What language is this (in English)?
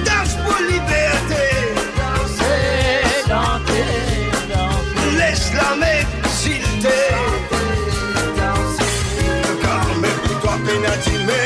Morisyen